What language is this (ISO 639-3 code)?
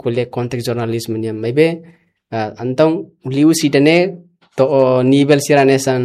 tet